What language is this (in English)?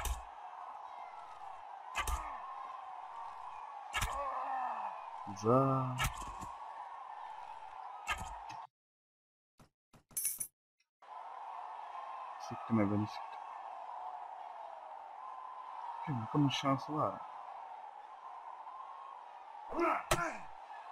Turkish